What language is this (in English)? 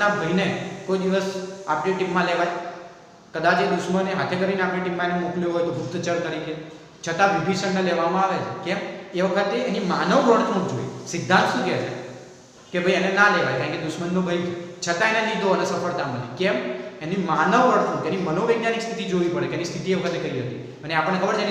Gujarati